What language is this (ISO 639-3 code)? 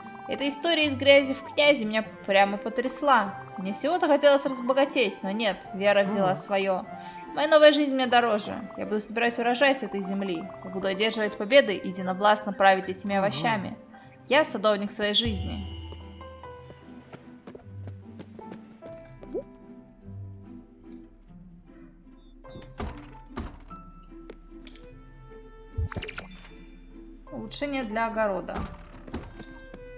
rus